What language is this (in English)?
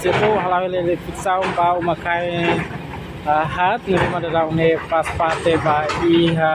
Tetum